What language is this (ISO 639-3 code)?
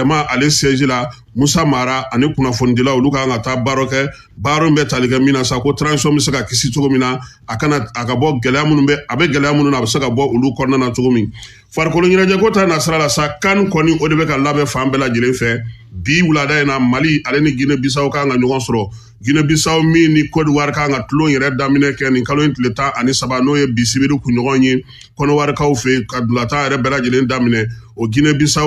bam